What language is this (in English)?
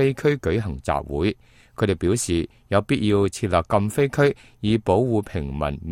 Cantonese